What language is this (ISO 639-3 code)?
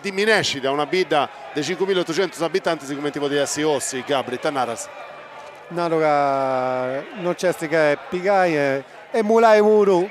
srd